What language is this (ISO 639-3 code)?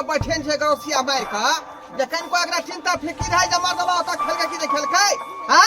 mai